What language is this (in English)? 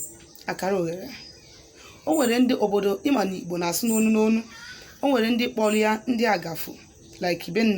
Igbo